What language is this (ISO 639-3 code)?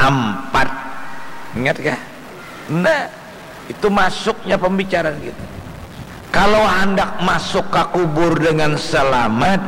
bjn